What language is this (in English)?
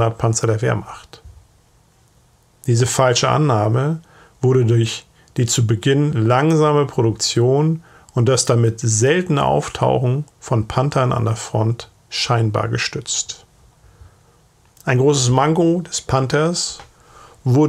German